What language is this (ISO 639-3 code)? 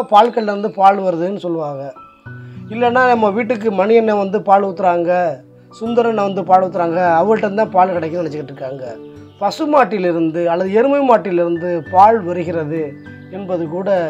tam